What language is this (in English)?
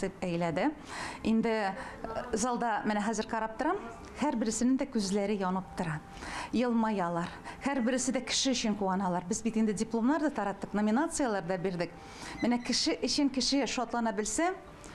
Tatar